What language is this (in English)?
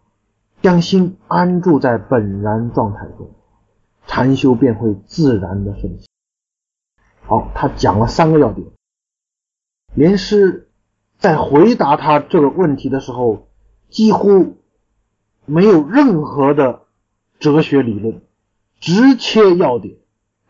Chinese